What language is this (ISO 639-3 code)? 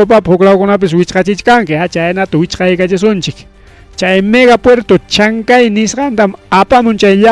quy